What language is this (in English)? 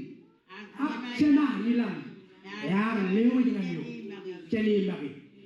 Marshallese